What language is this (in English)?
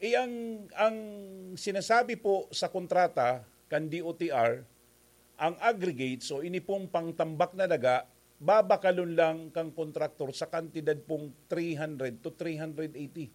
Bikol